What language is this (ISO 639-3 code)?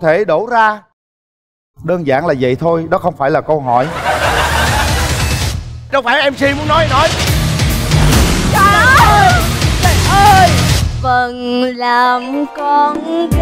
vie